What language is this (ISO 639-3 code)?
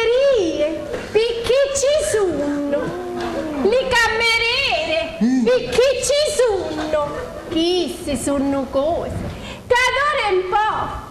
scn